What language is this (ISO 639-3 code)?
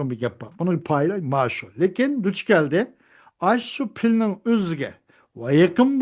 uig